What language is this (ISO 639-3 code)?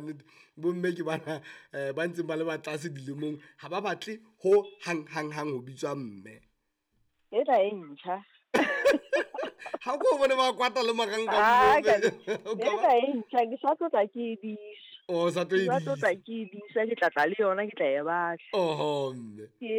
sot